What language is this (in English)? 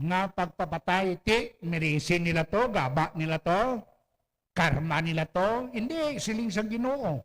Hiligaynon